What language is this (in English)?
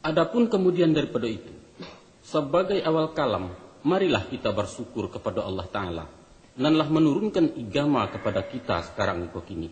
Minangkabau